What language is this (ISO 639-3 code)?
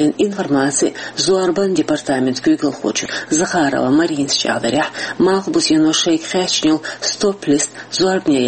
che